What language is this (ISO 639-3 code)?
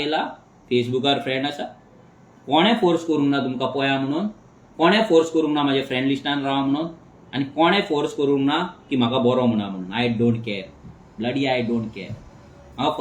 kok